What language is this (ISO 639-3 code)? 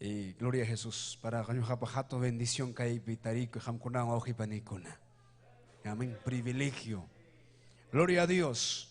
quy